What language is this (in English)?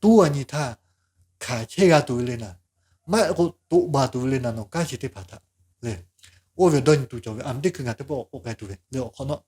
Lahu